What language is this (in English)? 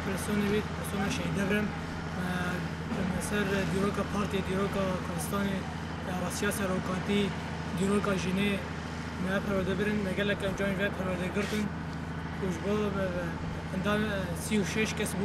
Kurdish